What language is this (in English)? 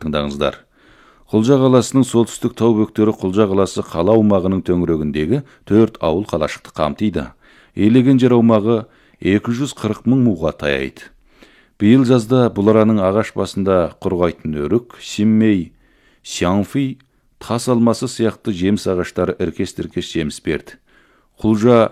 Kazakh